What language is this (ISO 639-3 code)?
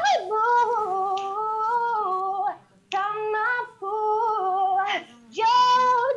ind